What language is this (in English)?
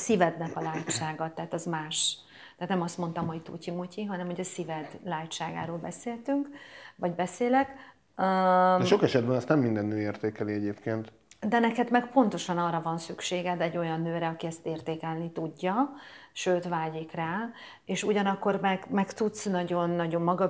Hungarian